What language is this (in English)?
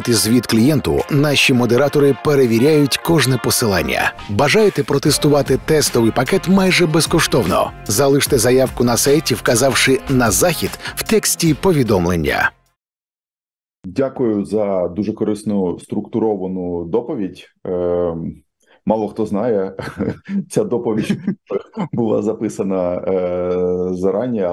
Ukrainian